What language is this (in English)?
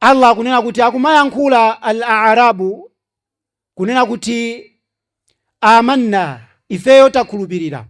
Nyanja